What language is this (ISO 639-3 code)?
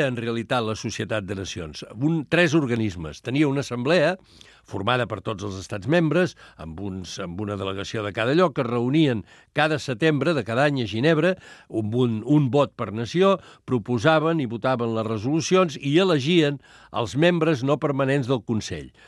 cat